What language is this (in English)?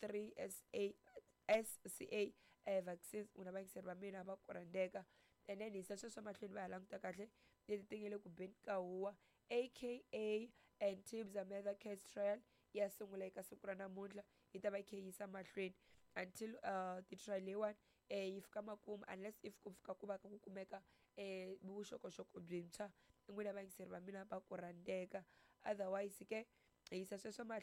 Tsonga